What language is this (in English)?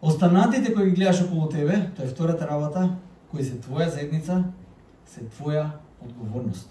Macedonian